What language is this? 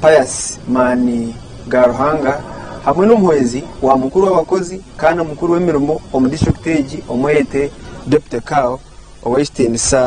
Nyankole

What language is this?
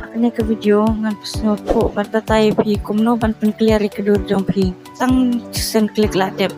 Khasi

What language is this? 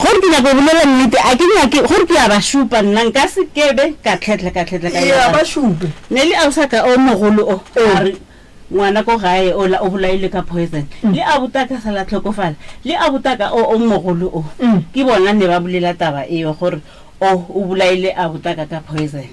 Northern Sotho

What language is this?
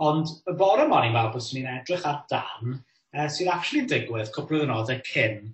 Welsh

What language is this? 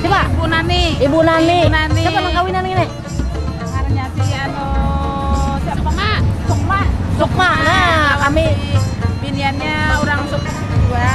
Banjar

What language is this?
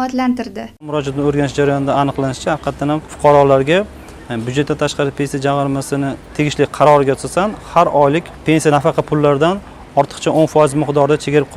Uzbek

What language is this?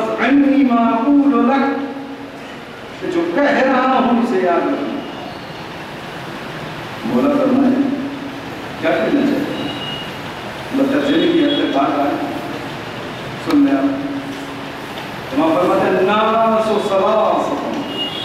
Urdu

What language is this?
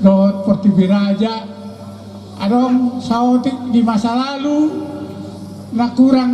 Batak Toba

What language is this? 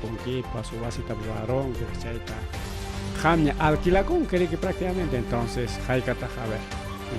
Ayacucho Quechua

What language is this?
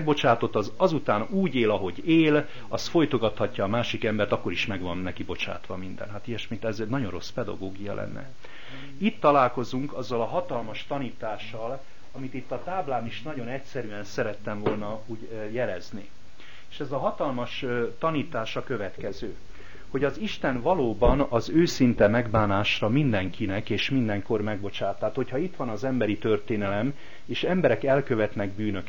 Hungarian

